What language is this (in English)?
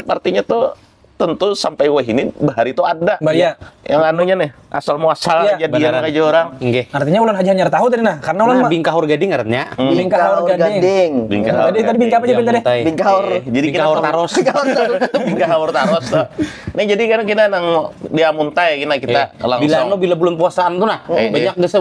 Banjar